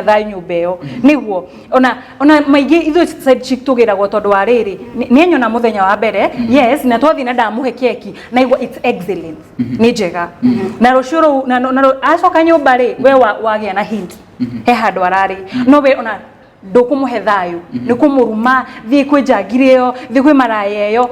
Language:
Kikuyu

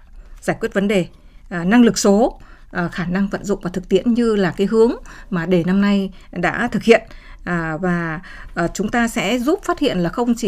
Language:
Vietnamese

